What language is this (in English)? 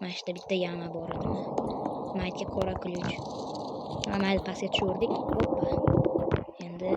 Uzbek